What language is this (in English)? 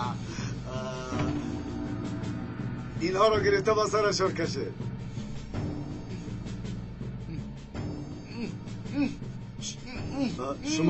Persian